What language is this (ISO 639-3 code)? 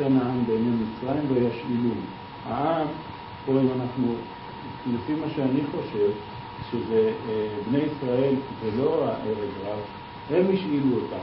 heb